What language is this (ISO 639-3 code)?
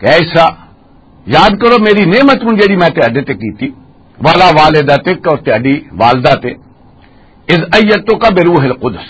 lah